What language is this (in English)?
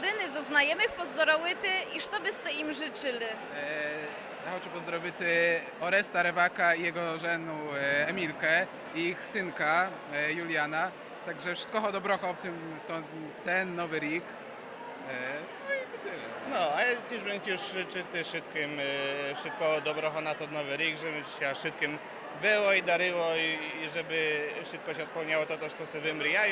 Rusyn